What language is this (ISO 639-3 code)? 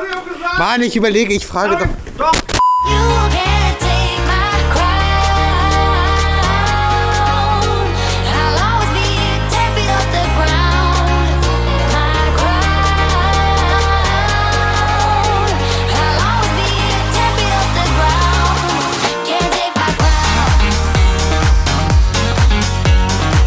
deu